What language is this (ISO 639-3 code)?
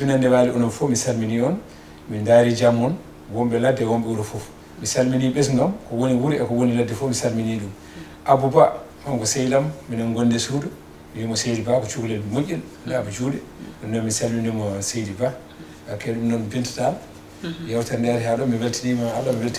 ful